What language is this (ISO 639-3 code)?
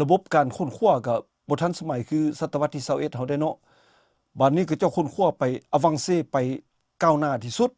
lao